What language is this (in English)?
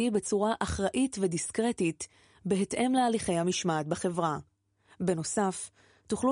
Hebrew